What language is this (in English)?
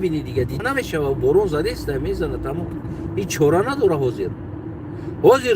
Tajik